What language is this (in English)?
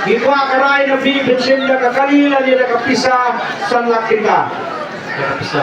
Khasi